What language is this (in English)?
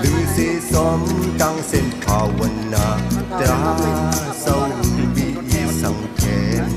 Shan